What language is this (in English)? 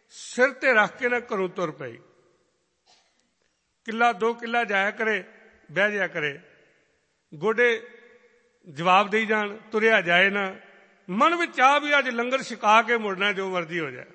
Punjabi